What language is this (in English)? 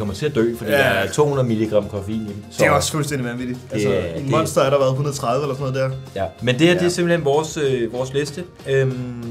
Danish